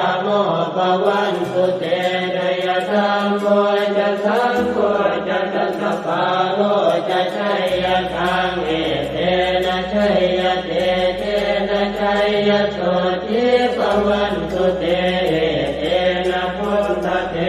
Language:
Pali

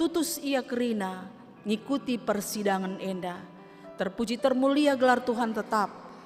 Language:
Batak Karo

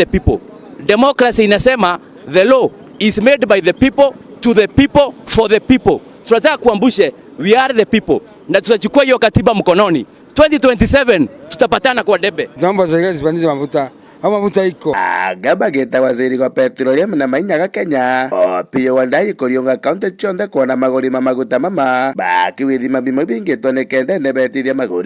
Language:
Meru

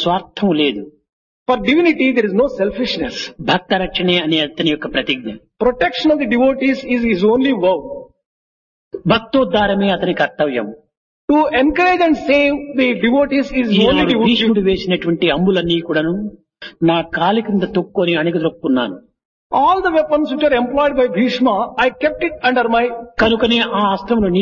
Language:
Telugu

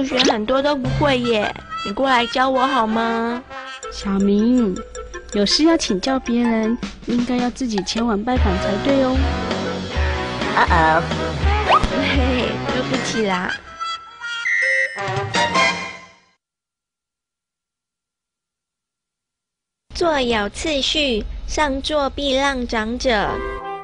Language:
Chinese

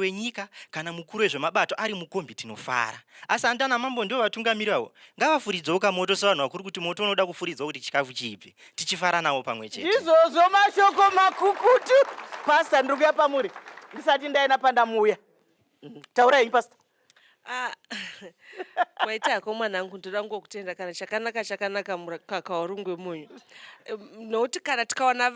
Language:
Shona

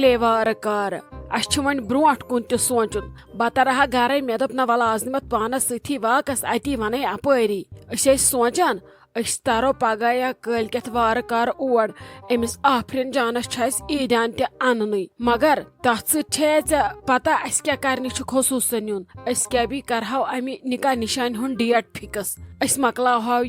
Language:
Kashmiri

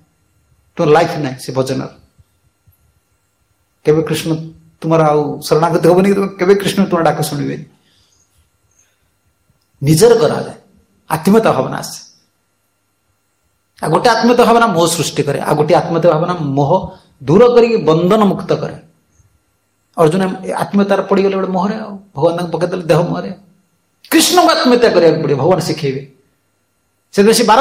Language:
Odia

